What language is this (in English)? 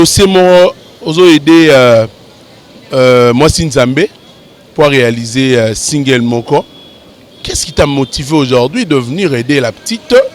Lingala